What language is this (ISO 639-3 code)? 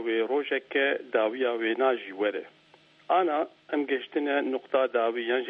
kur